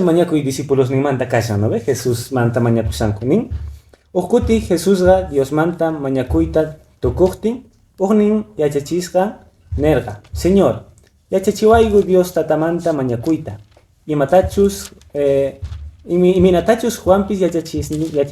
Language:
Quechua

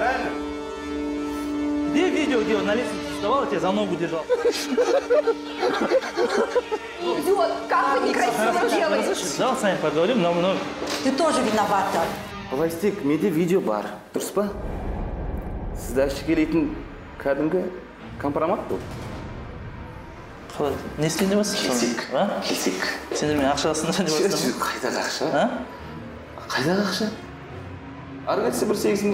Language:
Kazakh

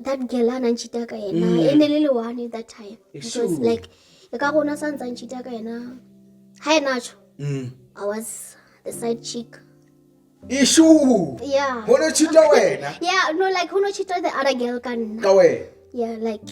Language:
Southern Sotho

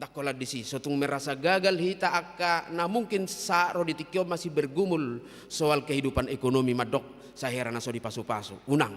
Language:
Batak Toba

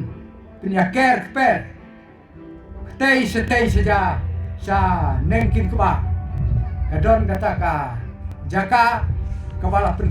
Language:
Khasi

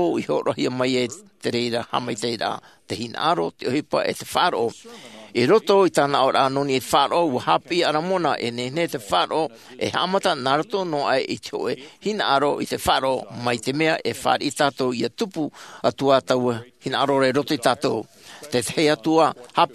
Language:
Tahitian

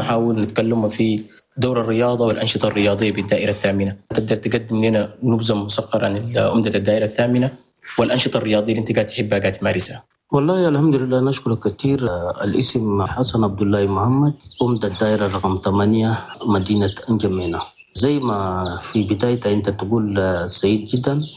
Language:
Chadian Arabic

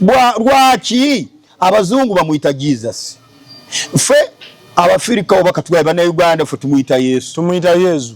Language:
Ganda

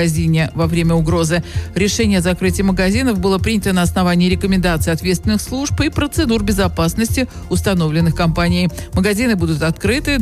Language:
Russian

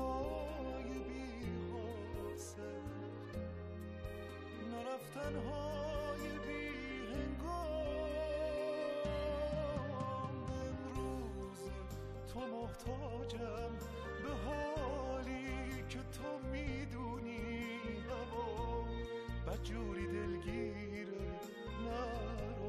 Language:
Persian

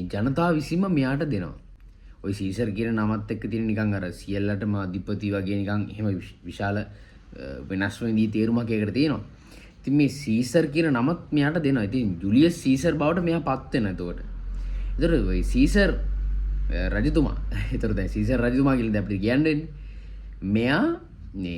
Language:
Sinhala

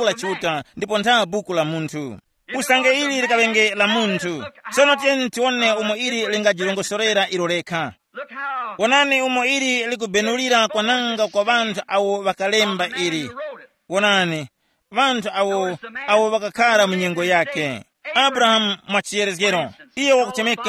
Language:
Tumbuka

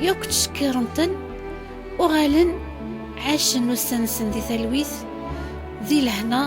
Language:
Kabyle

